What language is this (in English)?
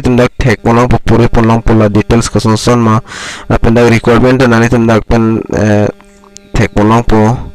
Karbi